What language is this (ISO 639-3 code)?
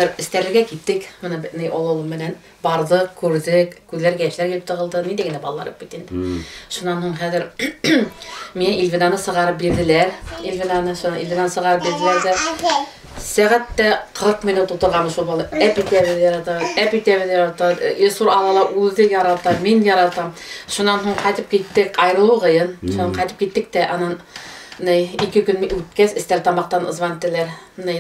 bak